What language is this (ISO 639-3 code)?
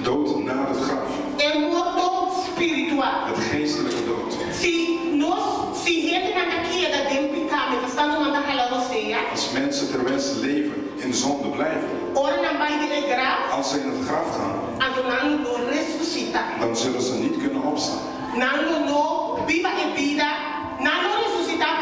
pap